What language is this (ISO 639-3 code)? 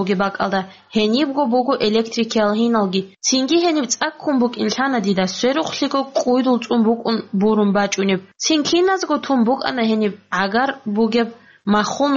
ava